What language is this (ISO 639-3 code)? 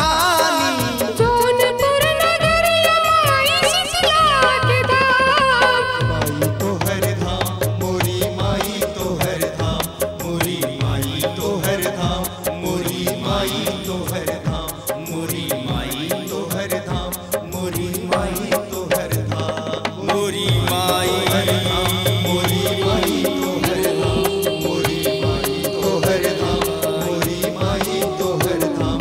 bho